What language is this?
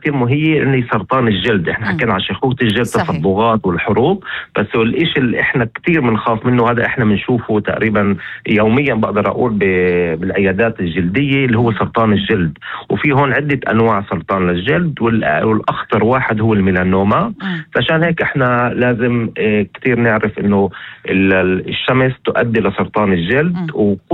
North Levantine Arabic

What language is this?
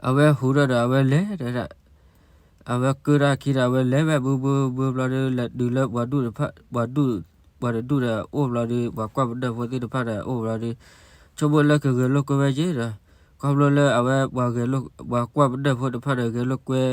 S'gaw Karen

